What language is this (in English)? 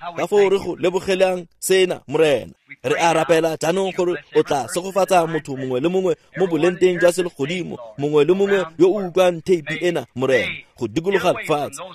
Tswana